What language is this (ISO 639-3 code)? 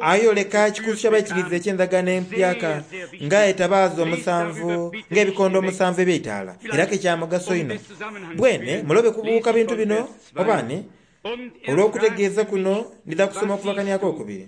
xog